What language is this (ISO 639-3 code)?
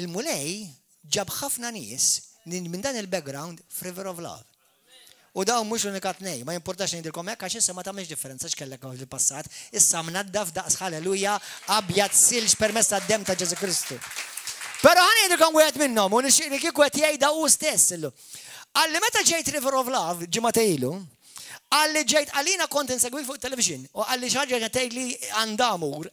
mlt